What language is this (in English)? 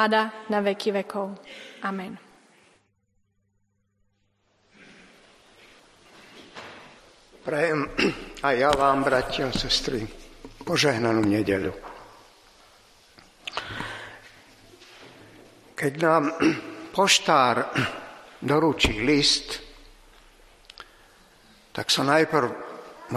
Slovak